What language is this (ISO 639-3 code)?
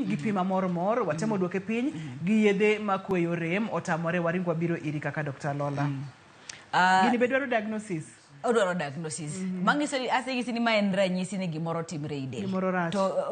luo